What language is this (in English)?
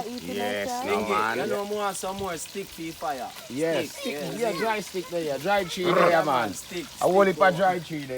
Jamaican Creole English